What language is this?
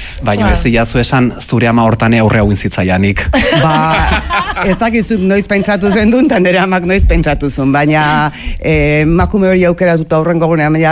Basque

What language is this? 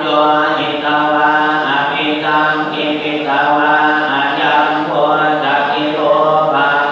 Pali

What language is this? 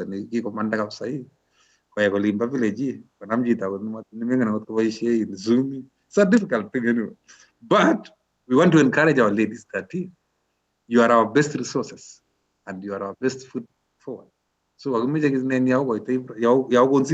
Kalenjin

